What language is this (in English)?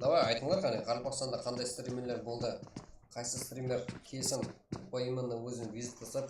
Kara-Kalpak